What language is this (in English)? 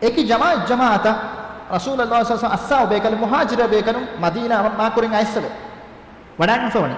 Divehi